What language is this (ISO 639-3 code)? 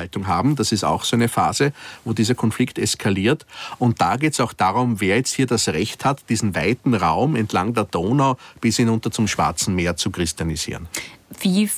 deu